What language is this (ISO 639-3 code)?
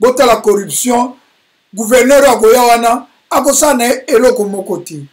lin